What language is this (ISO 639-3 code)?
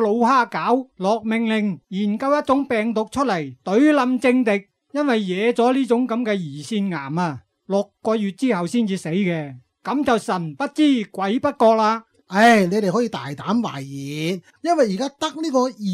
yue